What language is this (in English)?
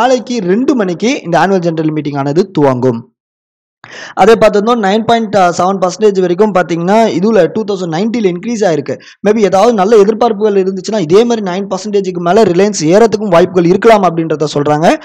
Tamil